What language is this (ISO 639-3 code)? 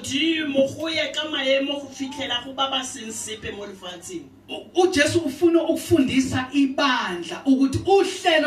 zul